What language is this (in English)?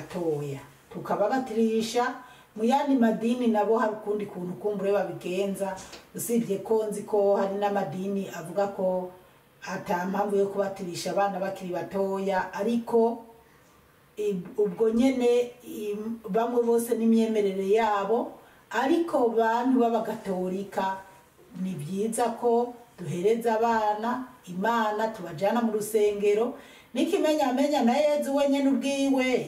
Rundi